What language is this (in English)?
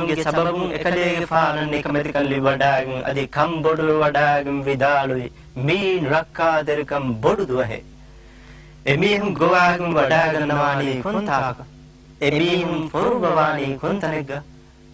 Divehi